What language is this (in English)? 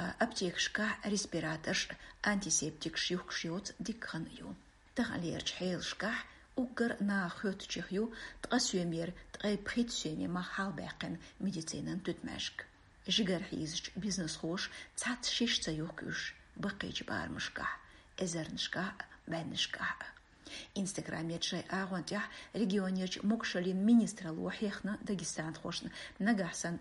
Chechen